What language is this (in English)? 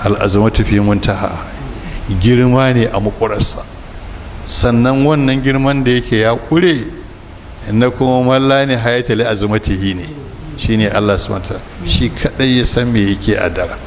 Hausa